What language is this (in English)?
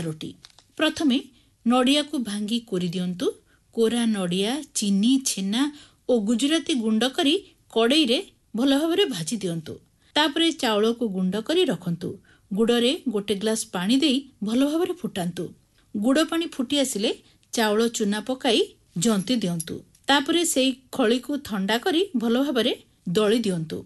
Odia